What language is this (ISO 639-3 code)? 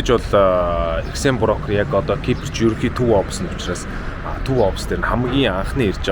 mon